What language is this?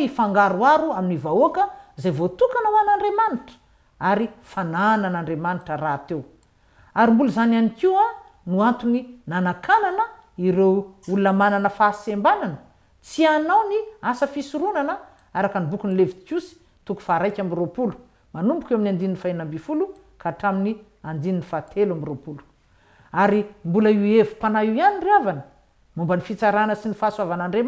Malagasy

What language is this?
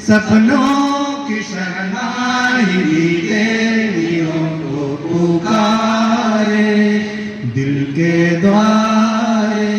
Santali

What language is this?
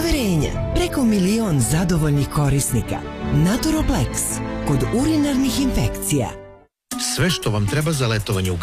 Serbian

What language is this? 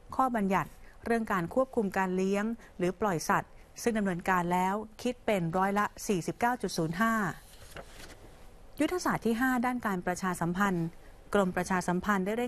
Thai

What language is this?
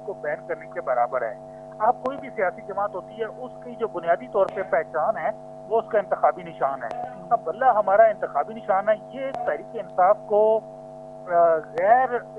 Urdu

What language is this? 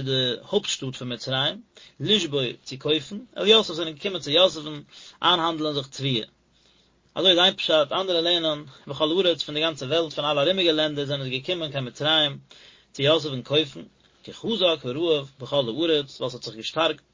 Yiddish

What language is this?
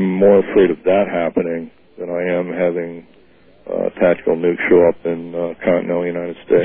English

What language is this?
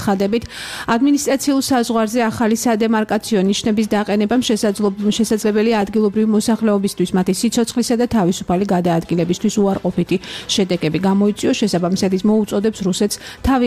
Georgian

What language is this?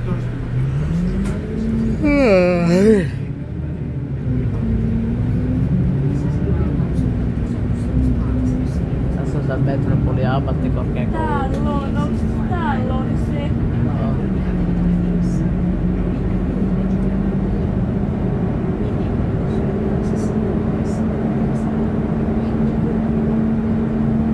Finnish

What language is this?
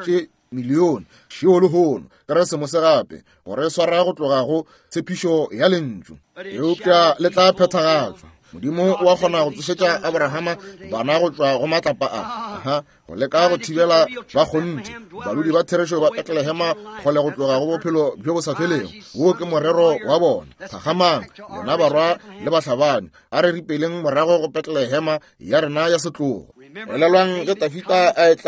Northern Sotho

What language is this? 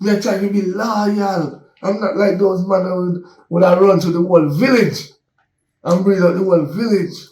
Jamaican Creole English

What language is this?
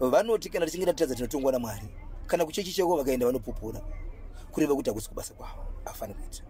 Shona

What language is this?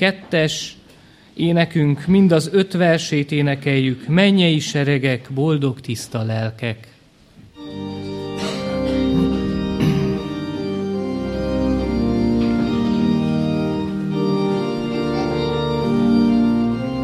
Hungarian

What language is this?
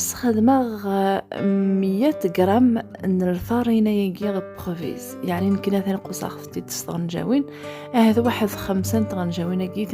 Kabyle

